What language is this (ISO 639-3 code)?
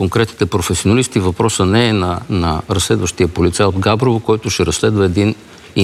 bul